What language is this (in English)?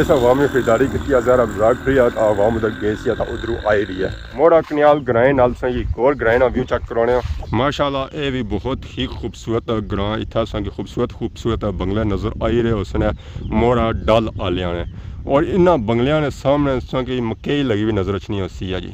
Pahari-Potwari